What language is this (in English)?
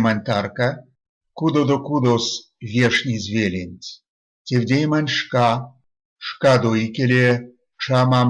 Erzya